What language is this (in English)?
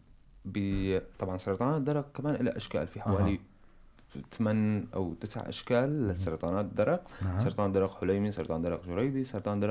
North Levantine Arabic